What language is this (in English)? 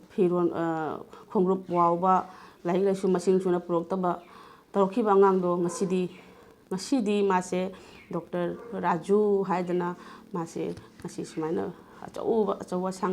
Manipuri